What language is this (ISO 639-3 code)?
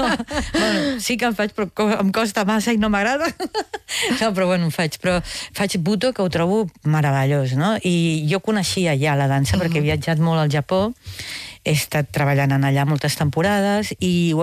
cat